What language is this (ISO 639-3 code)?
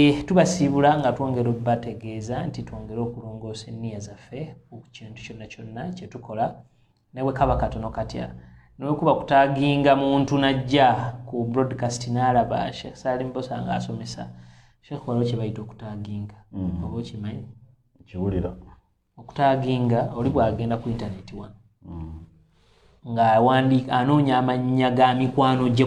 lug